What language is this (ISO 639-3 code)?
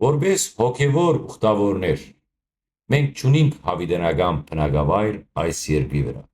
hyw